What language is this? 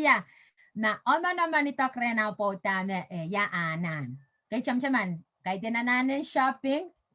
Pohnpeian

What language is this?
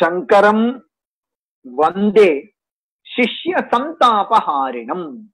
Sanskrit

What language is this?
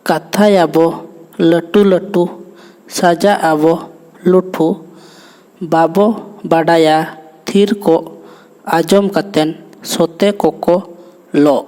Santali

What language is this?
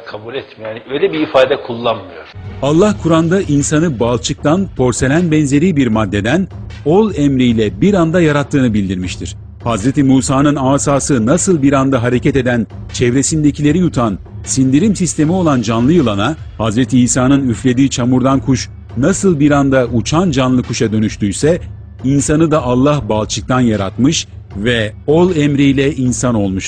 Turkish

